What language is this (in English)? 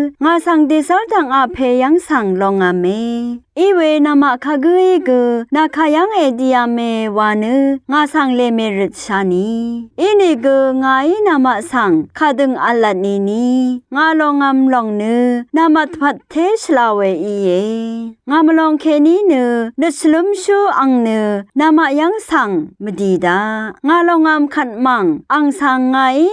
Rawang